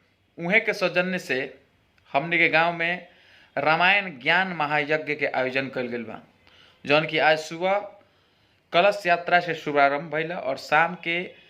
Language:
Bhojpuri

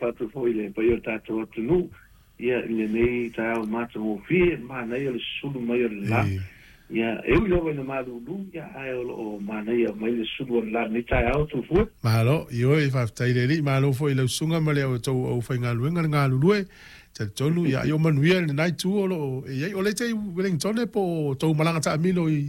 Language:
Samoan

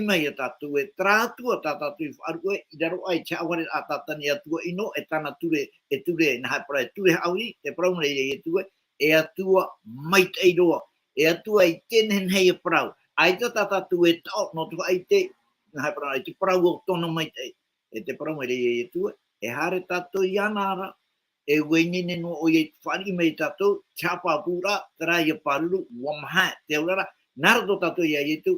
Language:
Tahitian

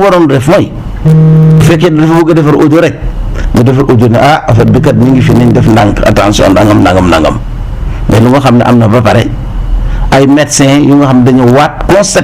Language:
Wolof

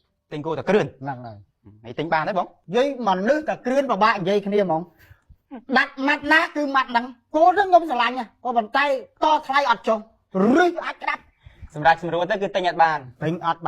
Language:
Khmer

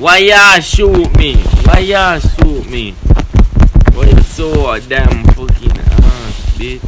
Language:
Jamaican Creole English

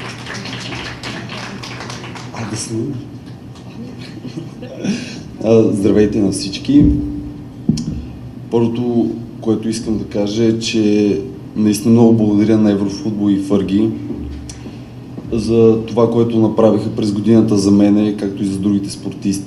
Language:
Bulgarian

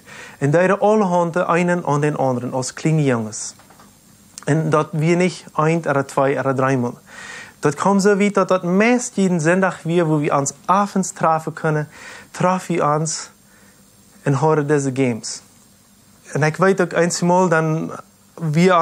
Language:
Plautdietsch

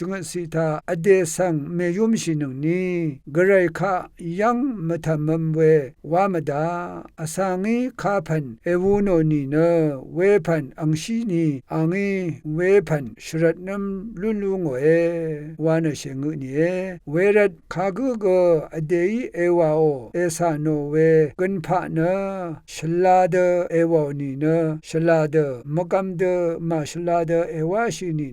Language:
Rawang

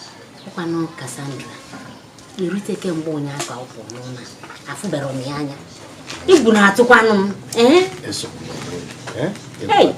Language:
Igbo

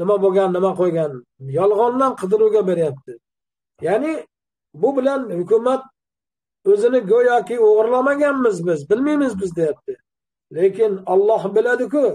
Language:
Uzbek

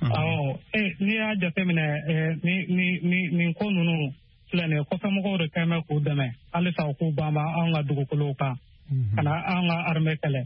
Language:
Bambara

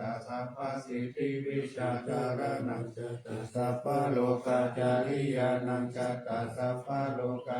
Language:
Pali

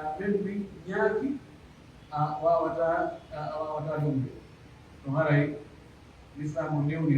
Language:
Pular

